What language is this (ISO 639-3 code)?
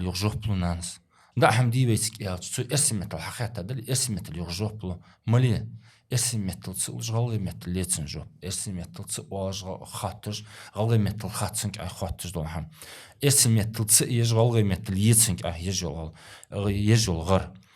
inh